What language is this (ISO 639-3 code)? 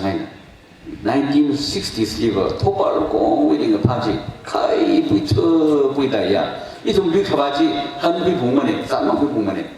nmf